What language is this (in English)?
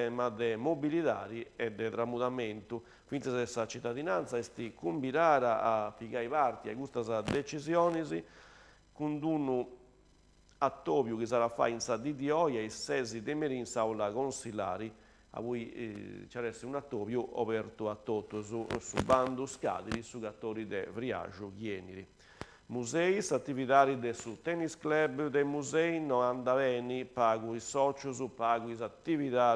Sardinian